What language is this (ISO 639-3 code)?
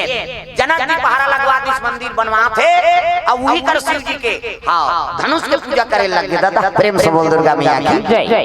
hne